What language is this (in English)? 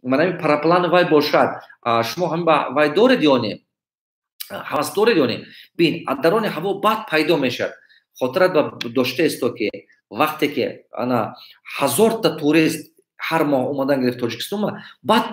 Tajik